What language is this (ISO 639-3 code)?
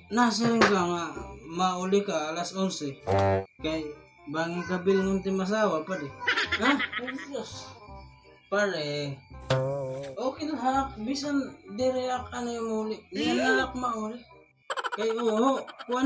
war